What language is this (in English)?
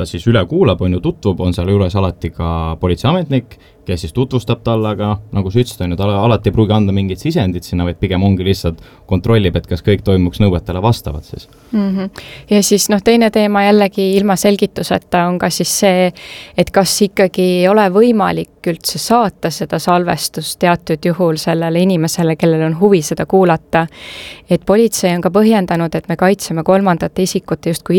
Estonian